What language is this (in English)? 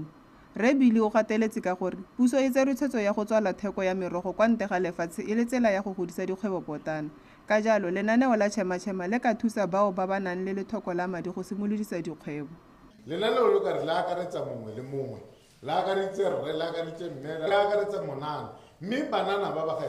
Tswana